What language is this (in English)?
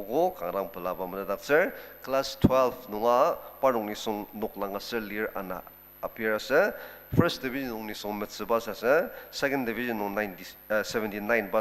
Ao Naga